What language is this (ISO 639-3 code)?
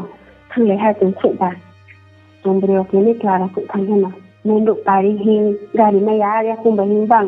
ria